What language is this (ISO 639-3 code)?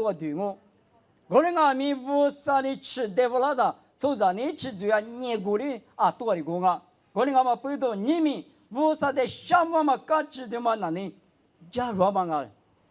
lis